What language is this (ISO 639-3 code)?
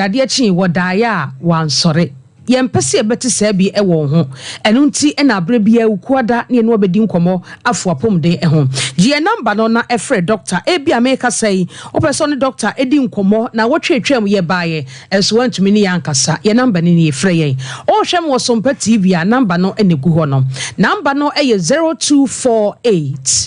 aka